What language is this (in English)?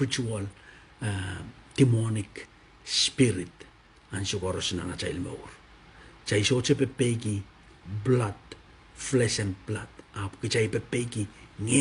Pohnpeian